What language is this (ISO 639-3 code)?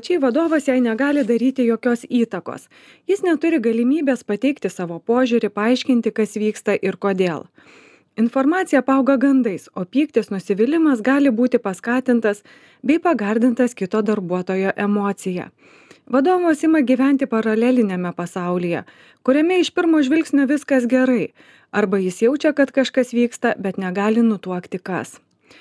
lit